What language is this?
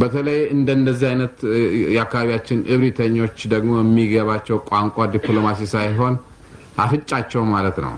Amharic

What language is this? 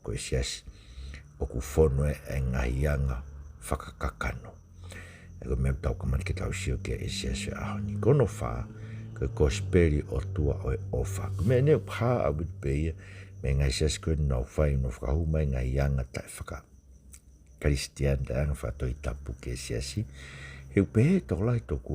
Tongan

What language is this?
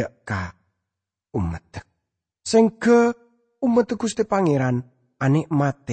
Madurese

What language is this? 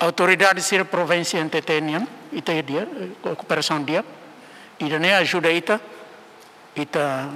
Tetum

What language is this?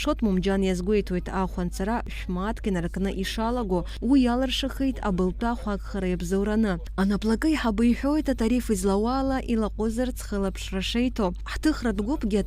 Abkhazian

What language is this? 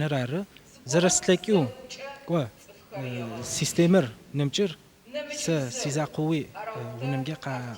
Adyghe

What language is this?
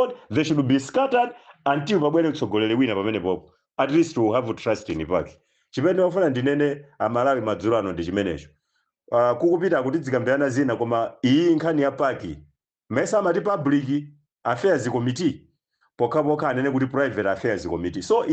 Nyanja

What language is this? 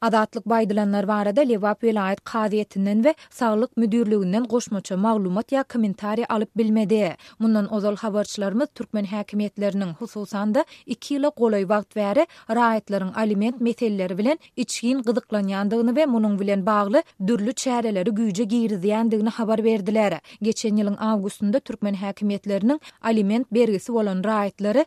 Turkmen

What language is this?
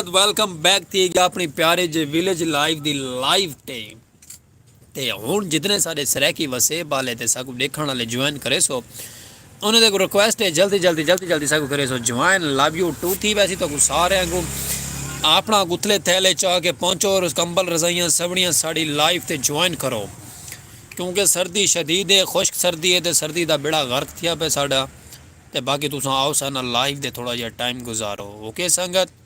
Saraiki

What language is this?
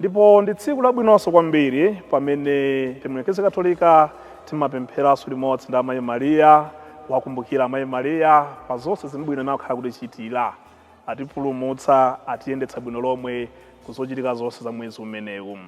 Nyanja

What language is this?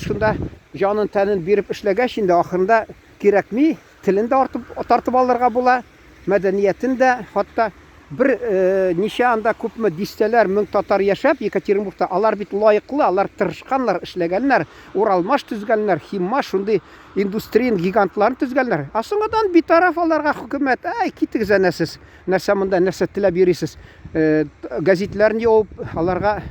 Tatar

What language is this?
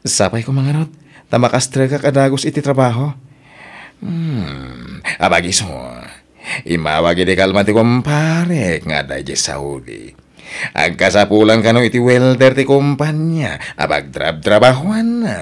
Iloko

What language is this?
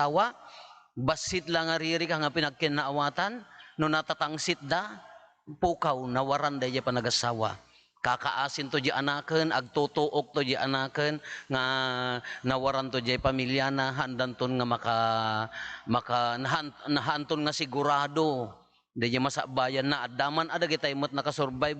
Iloko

